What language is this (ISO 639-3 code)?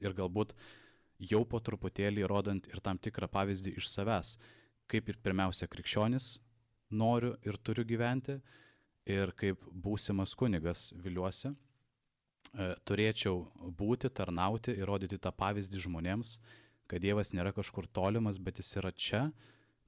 lit